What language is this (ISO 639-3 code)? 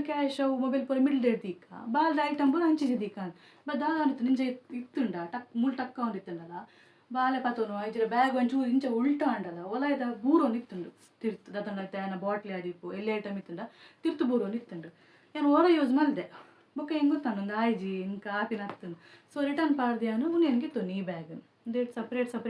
tcy